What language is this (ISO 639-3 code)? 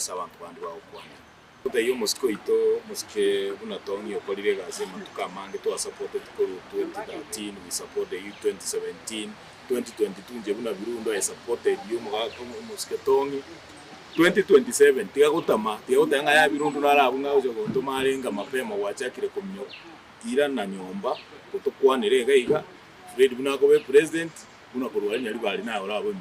guz